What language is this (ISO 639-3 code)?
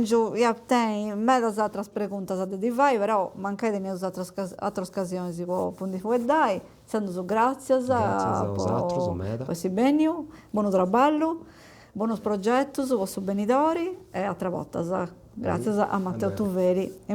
srd